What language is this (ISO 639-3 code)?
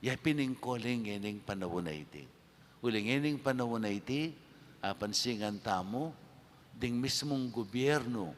pam